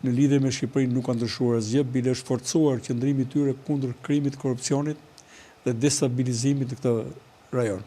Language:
Albanian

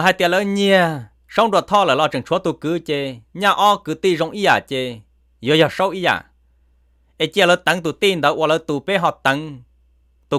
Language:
Hmong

